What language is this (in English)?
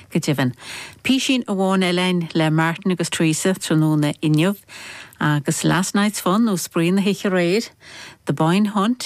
Irish